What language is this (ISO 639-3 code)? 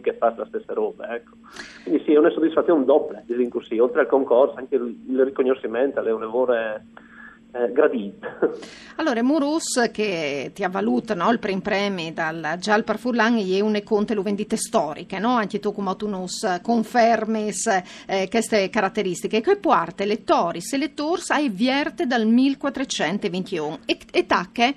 fur